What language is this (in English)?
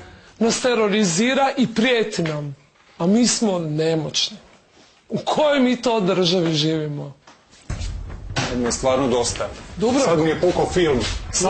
Croatian